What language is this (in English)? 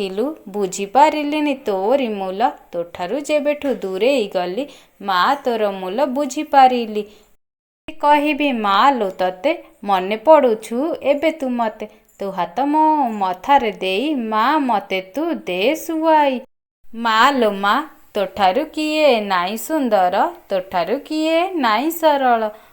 Odia